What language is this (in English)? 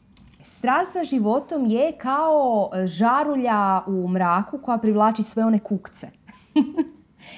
Croatian